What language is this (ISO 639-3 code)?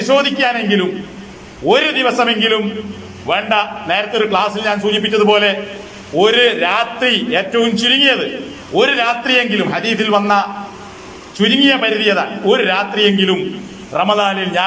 mal